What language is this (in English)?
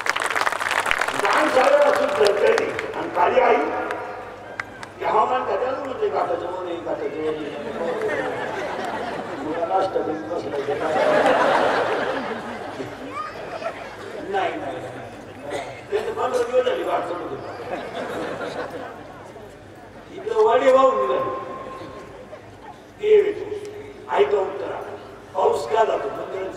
Marathi